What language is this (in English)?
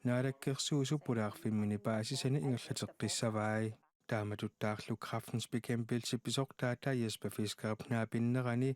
Kalaallisut